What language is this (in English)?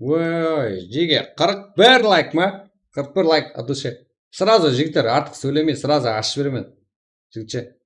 Kara-Kalpak